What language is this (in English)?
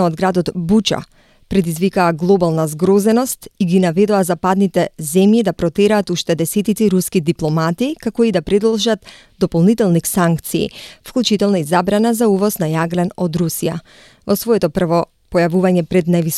Macedonian